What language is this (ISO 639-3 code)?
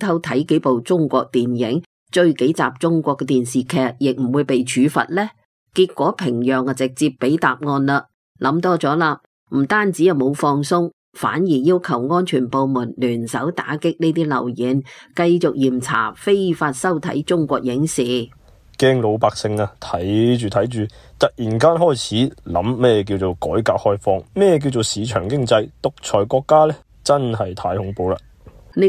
yue